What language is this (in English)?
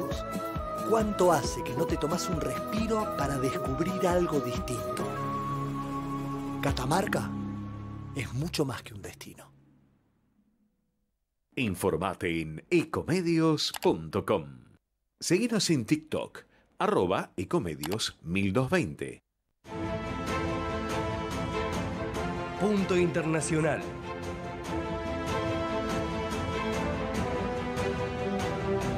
Spanish